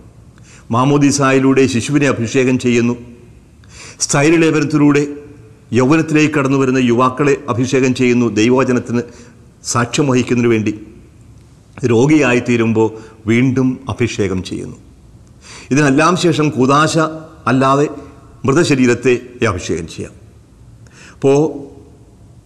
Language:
Malayalam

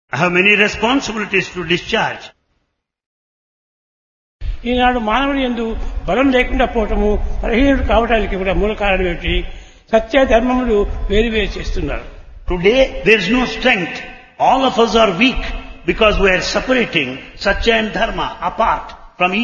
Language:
Telugu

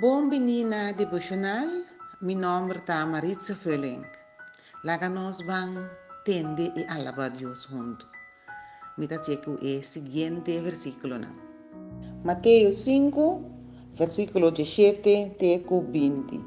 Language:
Papiamento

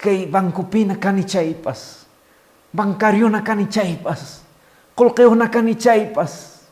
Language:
Quechua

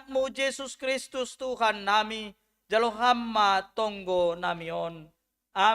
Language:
Batak Simalungun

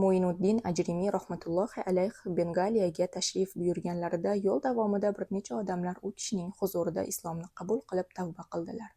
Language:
Uzbek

